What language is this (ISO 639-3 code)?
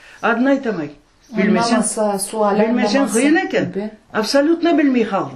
crh